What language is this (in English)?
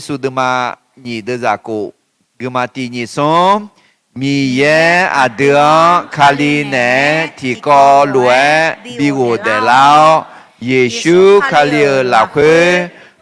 Akha